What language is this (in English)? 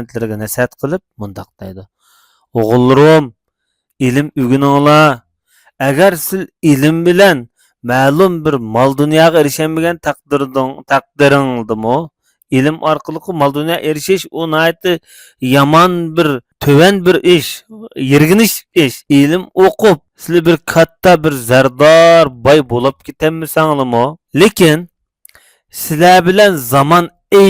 Uyghur